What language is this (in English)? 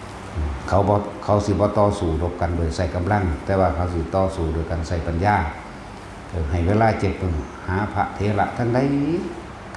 Northeastern Thai